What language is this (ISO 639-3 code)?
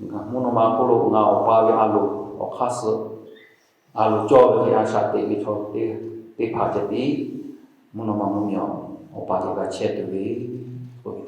lhu